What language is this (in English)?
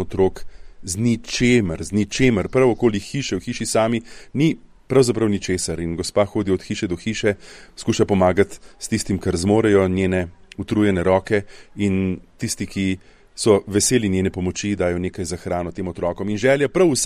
Slovenian